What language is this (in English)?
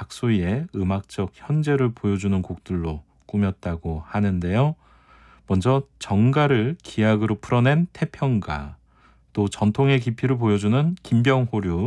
Korean